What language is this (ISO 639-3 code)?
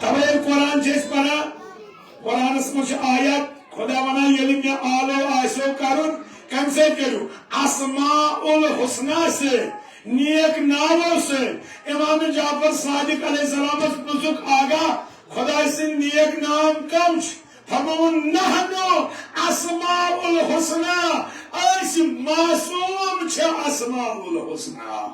kas